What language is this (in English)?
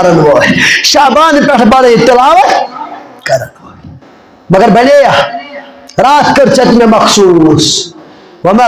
Kashmiri